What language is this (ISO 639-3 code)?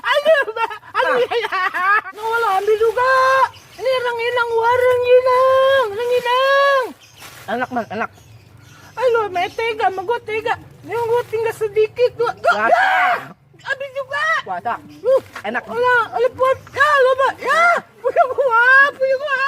bew